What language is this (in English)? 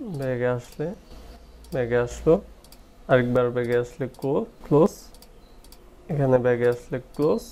Bangla